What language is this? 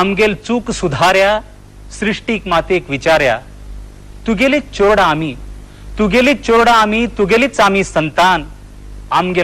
Konkani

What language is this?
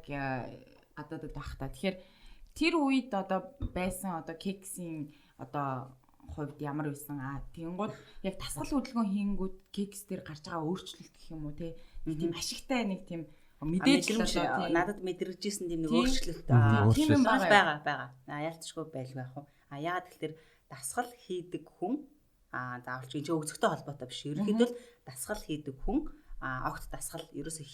Mongolian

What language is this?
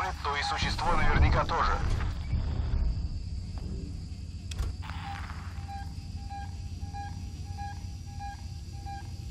Russian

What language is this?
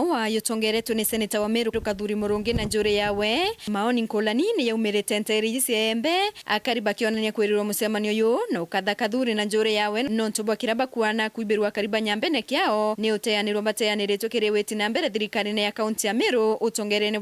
Meru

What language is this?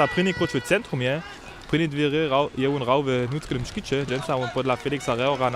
Upper Sorbian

